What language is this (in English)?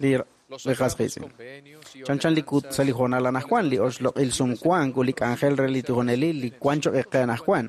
Kekchí